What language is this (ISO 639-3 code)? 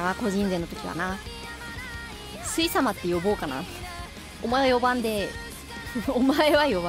jpn